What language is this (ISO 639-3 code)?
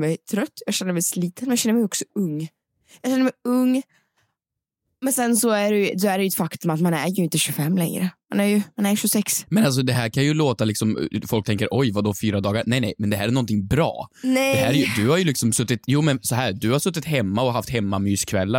swe